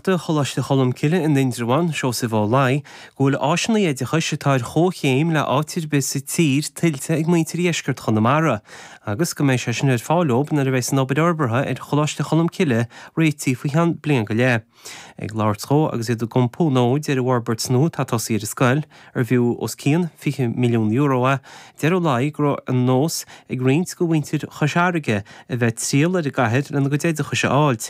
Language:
Irish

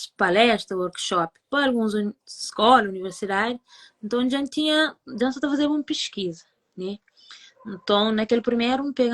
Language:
Kabuverdianu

